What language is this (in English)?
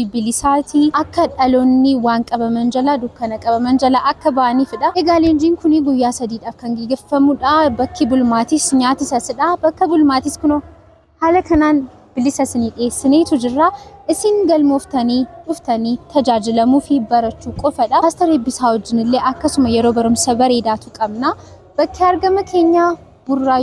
Oromo